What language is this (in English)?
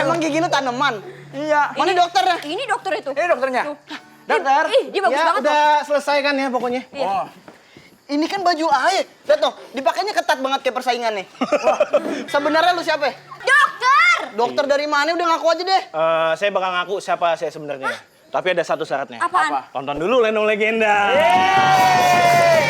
Betawi